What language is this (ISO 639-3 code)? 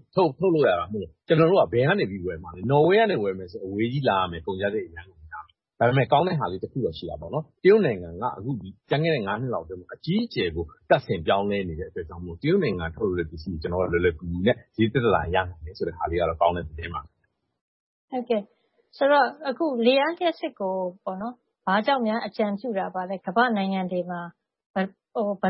mya